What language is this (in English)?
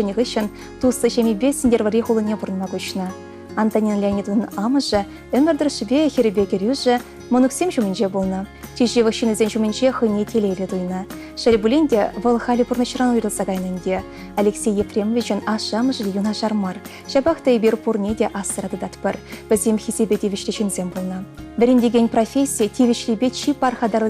Chuvash